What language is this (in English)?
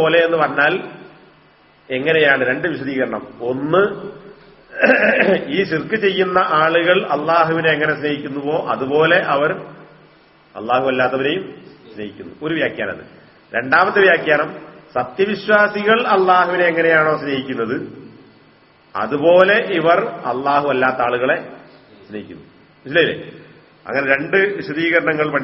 Malayalam